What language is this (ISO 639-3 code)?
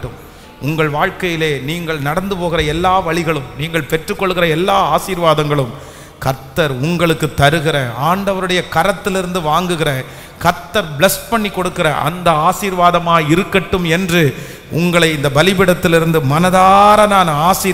tam